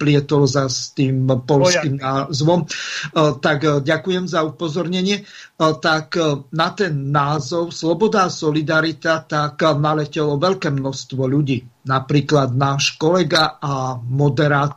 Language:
Slovak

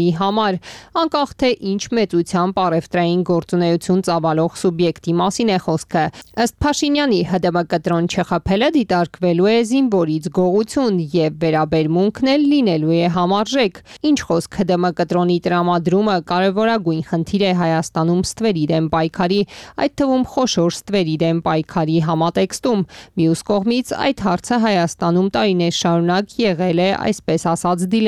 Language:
Armenian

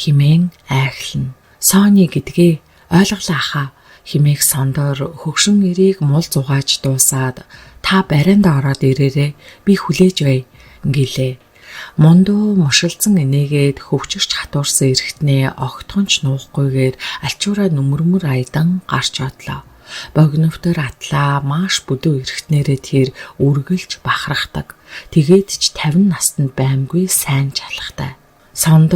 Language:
Mongolian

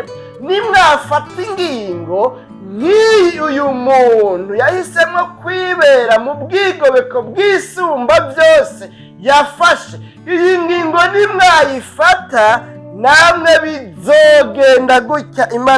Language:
Rundi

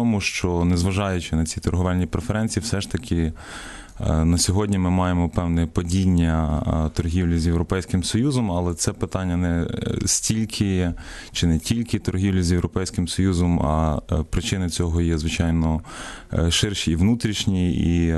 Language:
Ukrainian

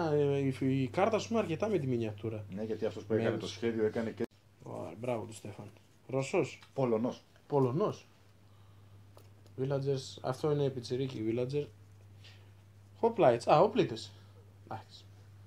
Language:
Greek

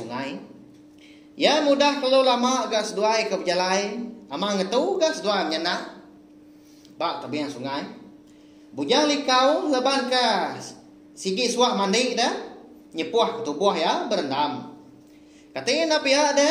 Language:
Iban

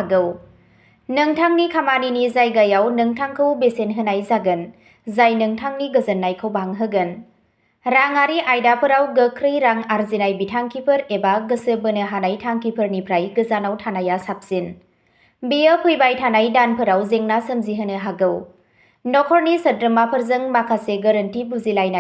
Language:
Bodo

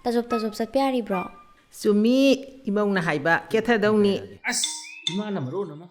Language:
Manipuri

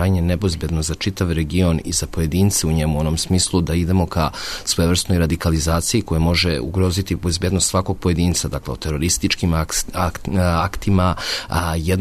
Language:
Serbian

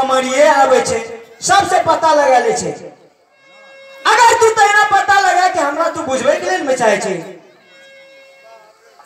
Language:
Maithili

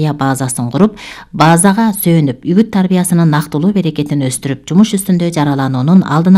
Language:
Kyrgyz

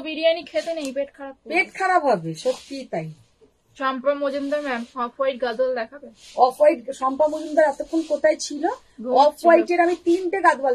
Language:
Bangla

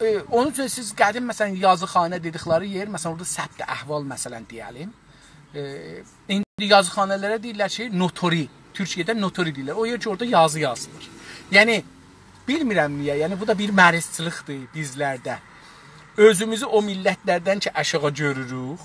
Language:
South Azerbaijani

